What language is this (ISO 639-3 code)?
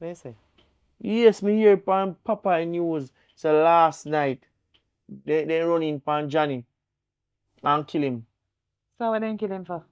jam